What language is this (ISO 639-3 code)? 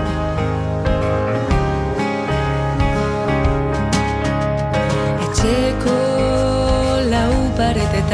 eus